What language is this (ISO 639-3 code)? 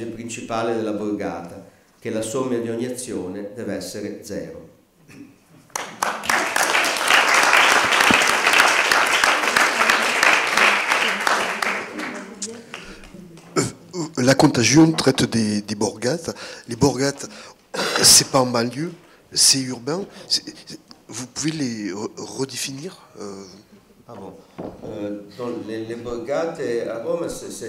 fra